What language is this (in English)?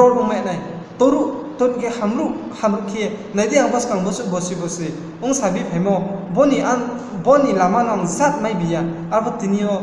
Riang (India)